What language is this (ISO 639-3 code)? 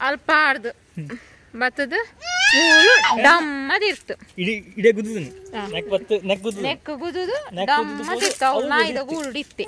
tcy